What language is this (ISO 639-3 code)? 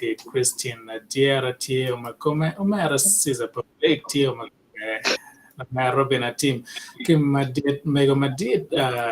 ach